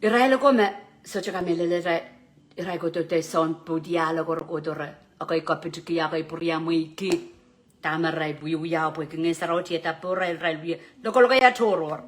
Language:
Pohnpeian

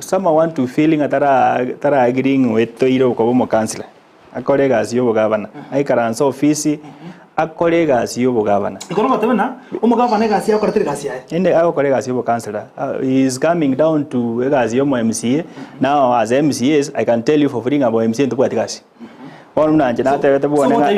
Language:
Gusii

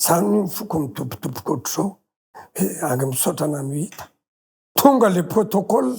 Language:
Malagasy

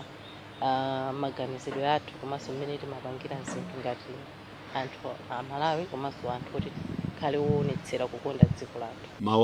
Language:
Nyanja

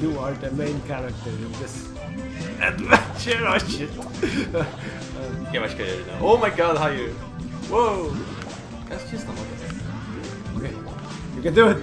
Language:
Faroese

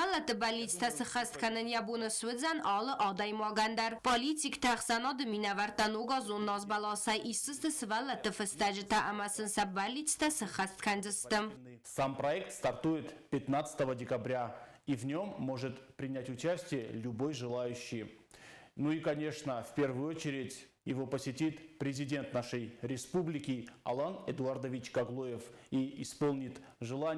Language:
Ossetic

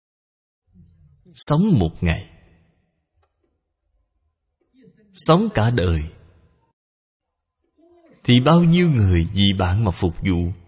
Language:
Vietnamese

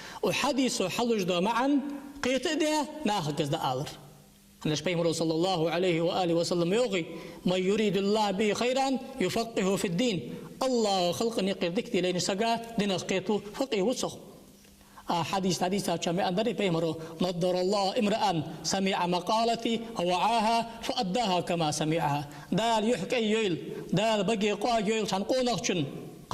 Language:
Ingush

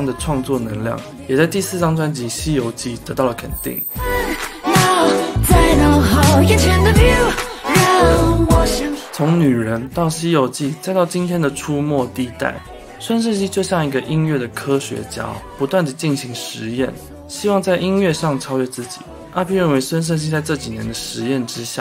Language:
Chinese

